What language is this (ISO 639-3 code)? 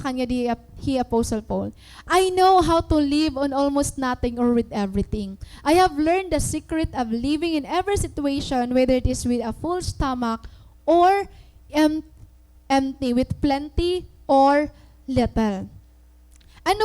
war